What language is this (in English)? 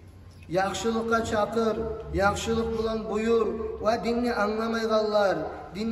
Kumyk